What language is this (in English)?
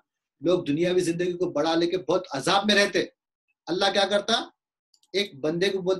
Urdu